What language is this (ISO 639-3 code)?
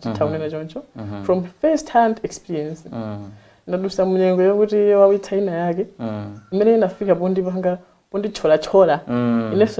nya